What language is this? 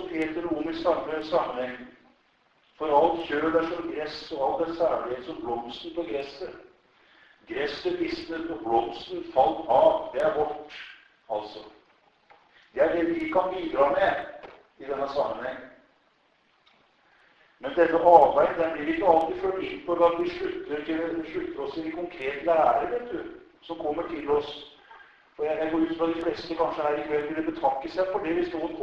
Norwegian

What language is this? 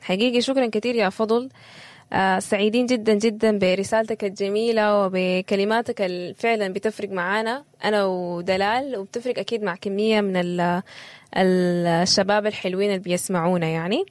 Sudanese Arabic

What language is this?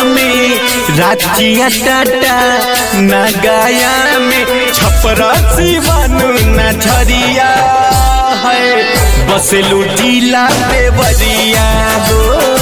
Bhojpuri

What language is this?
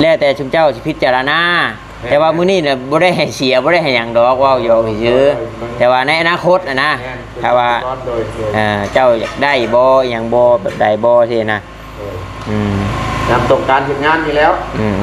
Northeastern Thai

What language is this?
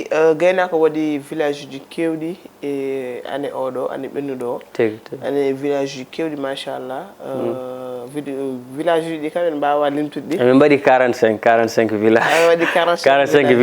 Fula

